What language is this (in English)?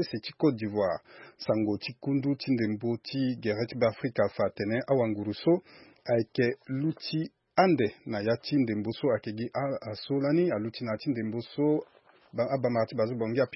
Sango